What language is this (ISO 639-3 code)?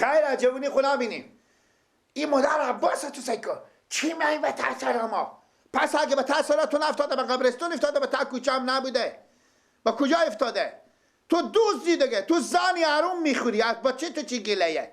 fas